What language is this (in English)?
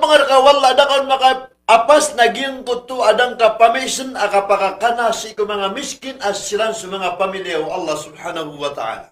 Maranao